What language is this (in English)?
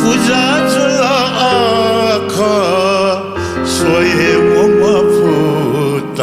Newari